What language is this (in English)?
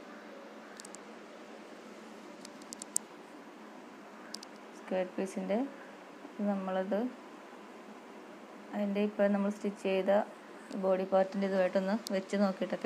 Malayalam